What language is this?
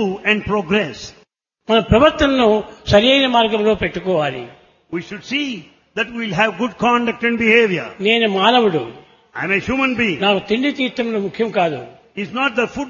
Telugu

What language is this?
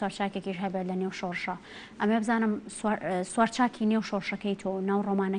Central Kurdish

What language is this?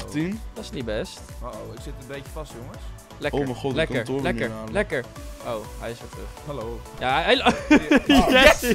Dutch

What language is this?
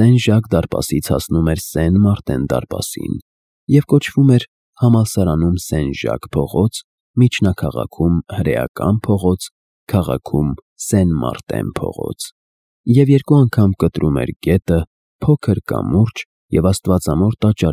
Armenian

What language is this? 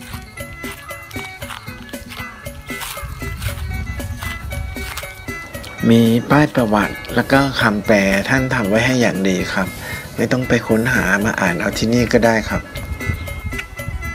Thai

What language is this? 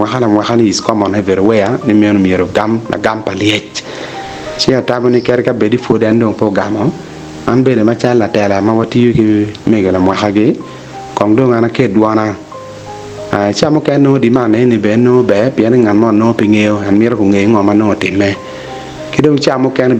Acoli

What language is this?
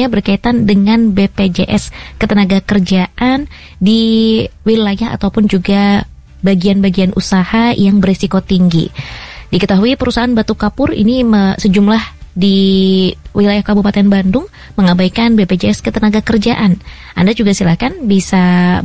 Indonesian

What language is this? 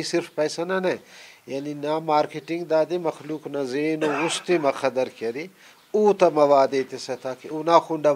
Brahui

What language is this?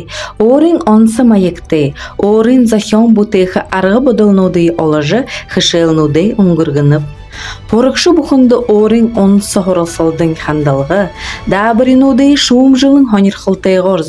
Buriat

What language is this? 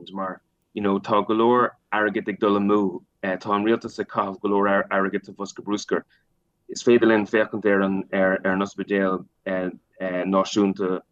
Irish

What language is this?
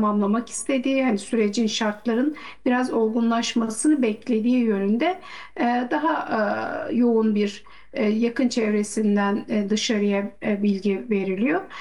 Turkish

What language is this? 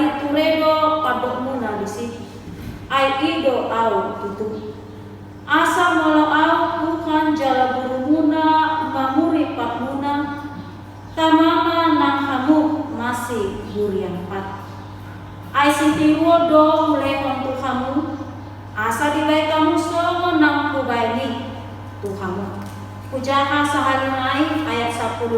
Batak Toba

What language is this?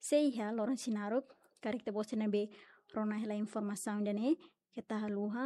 Tetum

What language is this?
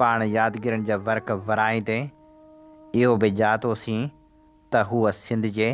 Sindhi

